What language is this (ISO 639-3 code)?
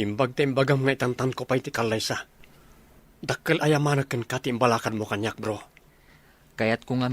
ilo